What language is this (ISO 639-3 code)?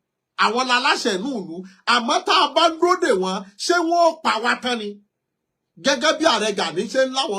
yor